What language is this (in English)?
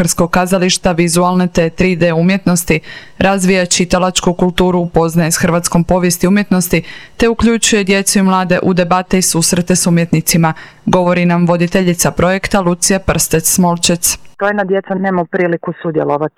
Croatian